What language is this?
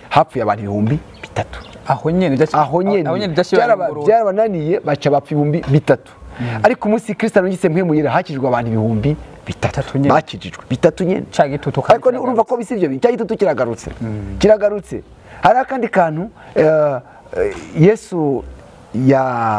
Rundi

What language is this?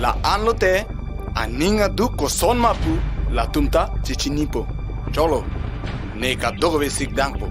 Karbi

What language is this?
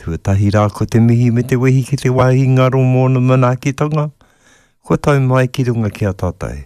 Māori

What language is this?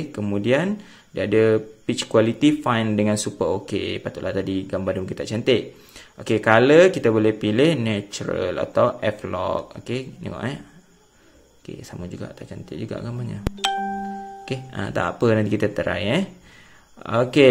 Malay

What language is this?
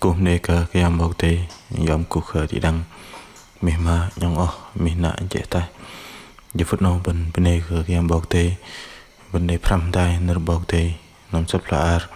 Bahnar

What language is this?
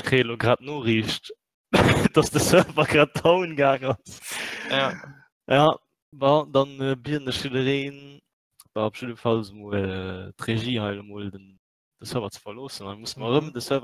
Luxembourgish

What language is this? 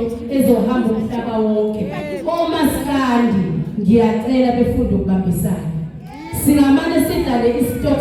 Zulu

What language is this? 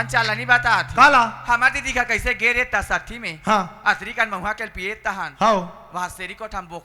Chhattisgarhi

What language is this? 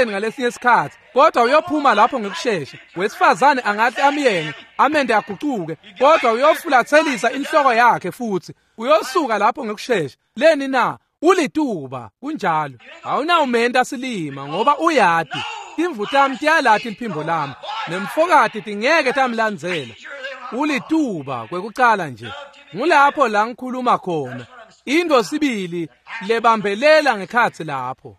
Swati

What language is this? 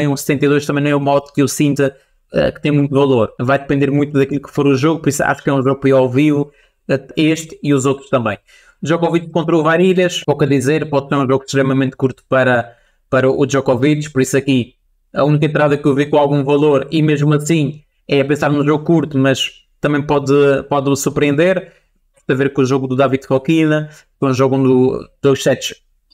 Portuguese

